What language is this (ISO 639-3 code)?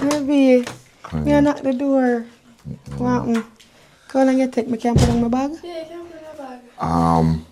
jam